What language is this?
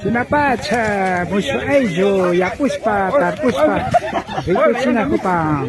Imbabura Highland Quichua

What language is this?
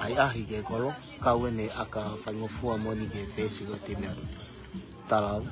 Tongan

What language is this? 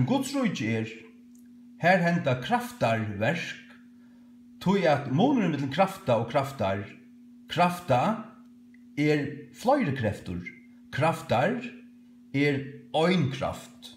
Faroese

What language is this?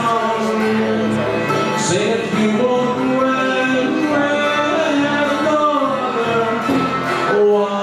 English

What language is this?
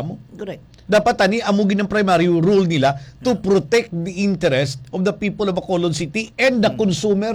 Hiligaynon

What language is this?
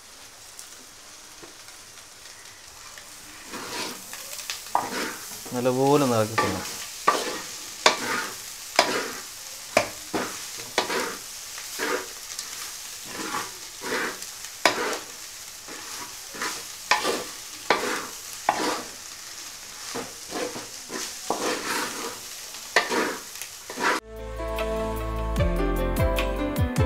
Malayalam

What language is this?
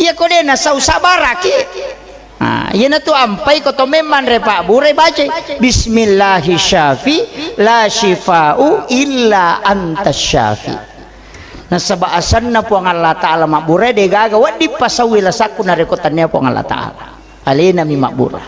Buginese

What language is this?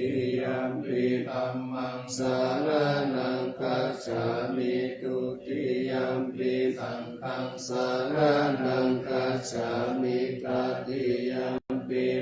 Pali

